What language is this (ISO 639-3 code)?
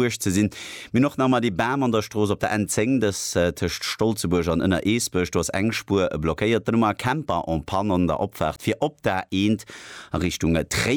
ltz